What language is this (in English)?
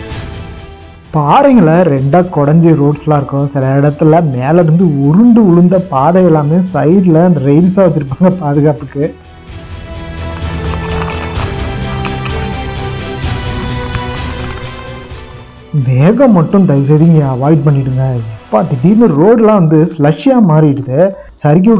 Tamil